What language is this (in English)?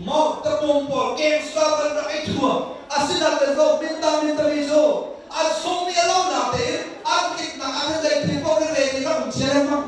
Hakha Chin